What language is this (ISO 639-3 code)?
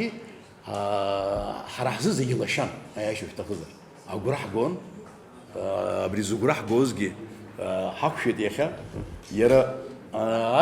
abk